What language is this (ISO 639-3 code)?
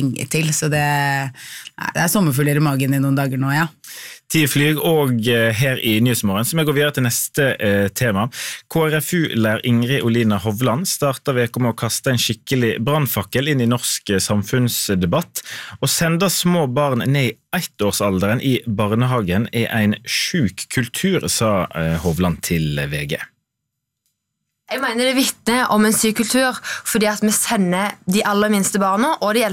nor